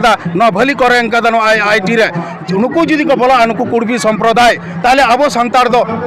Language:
Santali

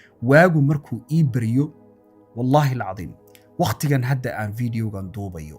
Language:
Somali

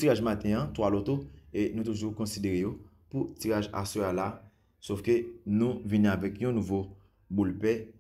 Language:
Haitian Creole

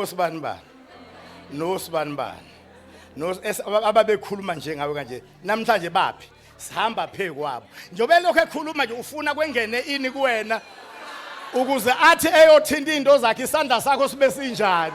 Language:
Zulu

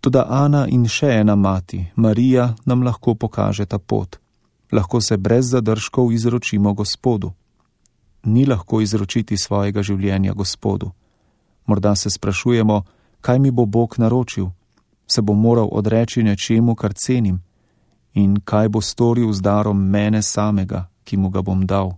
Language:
Slovenian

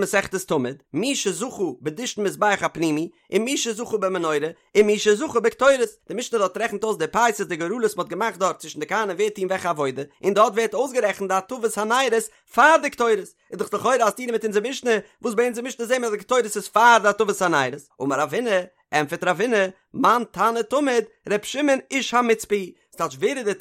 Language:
Yiddish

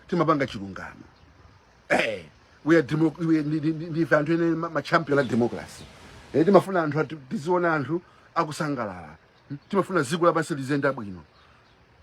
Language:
Nyanja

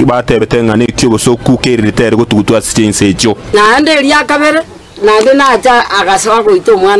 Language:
Gusii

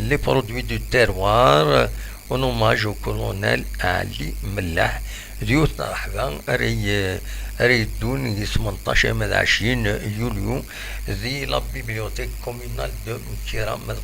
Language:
Kabyle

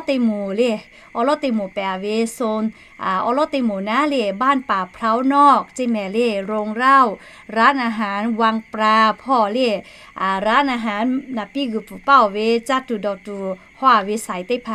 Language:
Lahu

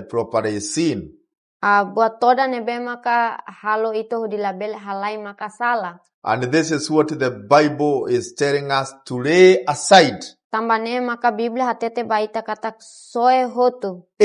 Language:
Tetum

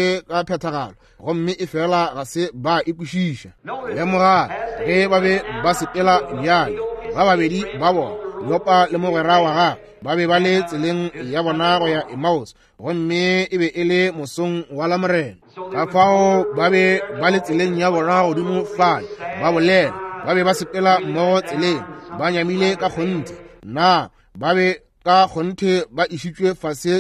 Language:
Northern Sotho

